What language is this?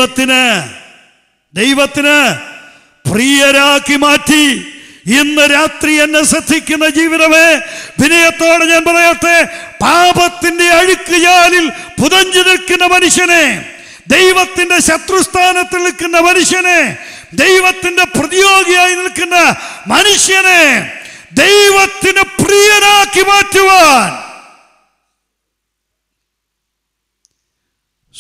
Malayalam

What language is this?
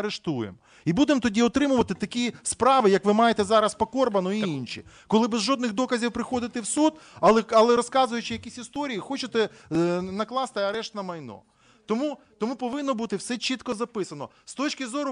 Ukrainian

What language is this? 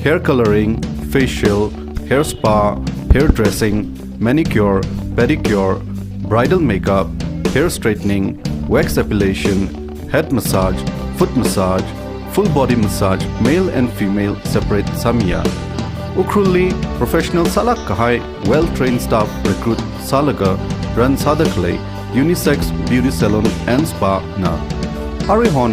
Tangkhul Naga (India)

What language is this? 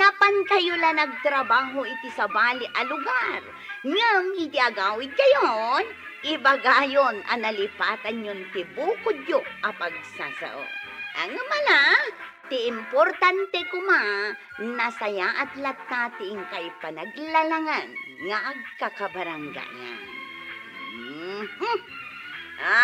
Iloko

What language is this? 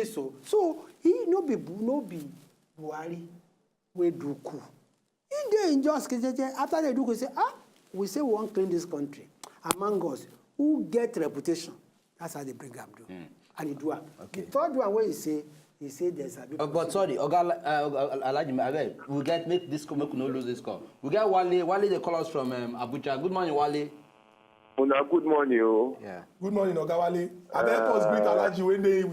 Nigerian Pidgin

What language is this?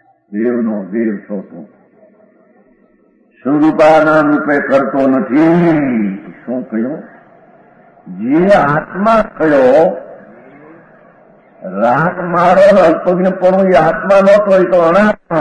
Gujarati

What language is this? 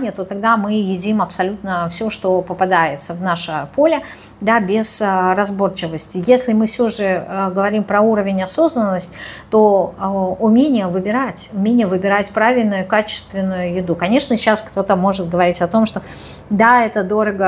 Russian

